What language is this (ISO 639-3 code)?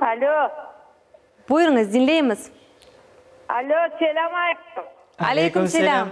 crh